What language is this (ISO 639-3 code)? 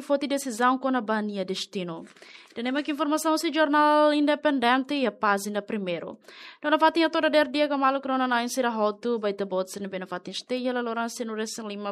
tet